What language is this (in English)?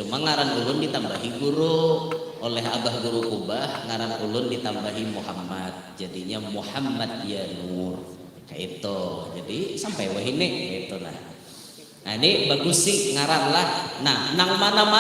Banjar